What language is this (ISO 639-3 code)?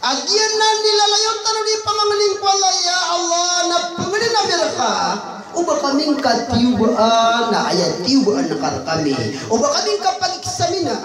mrw